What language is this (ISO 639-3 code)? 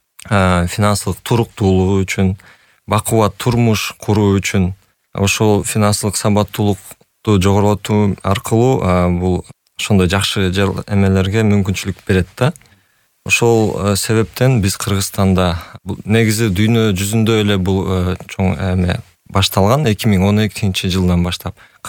kir